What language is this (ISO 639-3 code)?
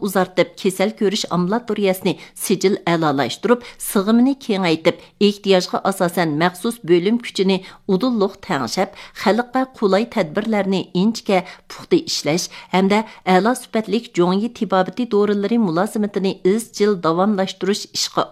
uig